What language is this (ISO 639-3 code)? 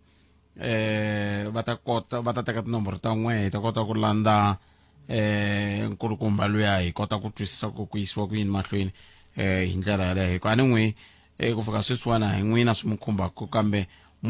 tso